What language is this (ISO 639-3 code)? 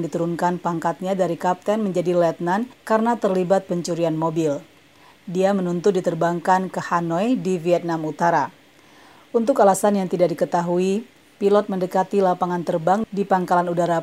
ind